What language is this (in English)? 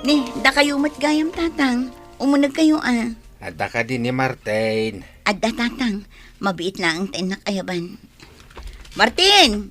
Iloko